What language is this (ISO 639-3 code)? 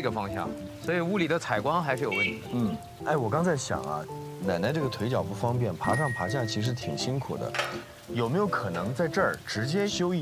zho